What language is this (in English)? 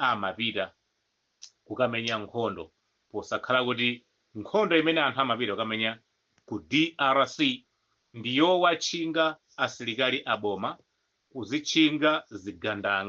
Nyanja